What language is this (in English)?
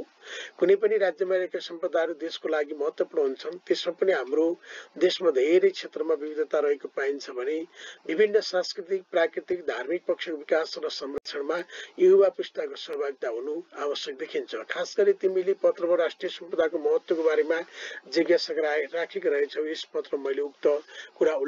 Nepali